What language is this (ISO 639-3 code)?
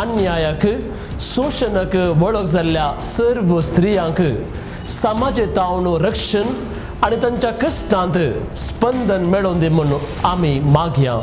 kok